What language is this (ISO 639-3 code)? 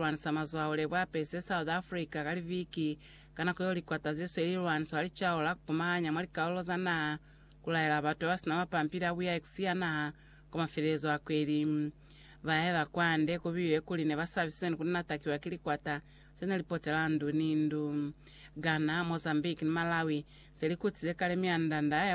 loz